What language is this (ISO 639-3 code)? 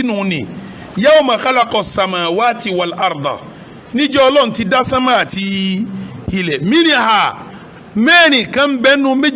yor